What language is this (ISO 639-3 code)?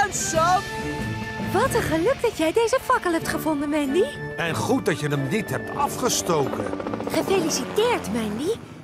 nld